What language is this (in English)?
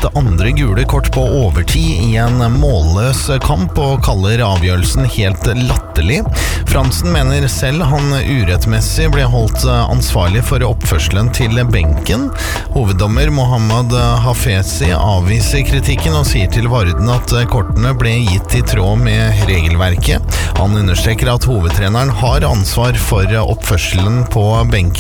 Norwegian